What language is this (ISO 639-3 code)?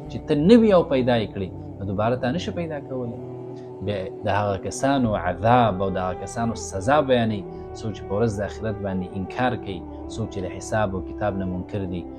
pus